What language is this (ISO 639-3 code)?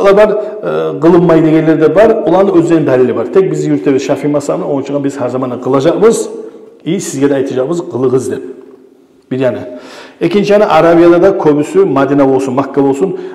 kum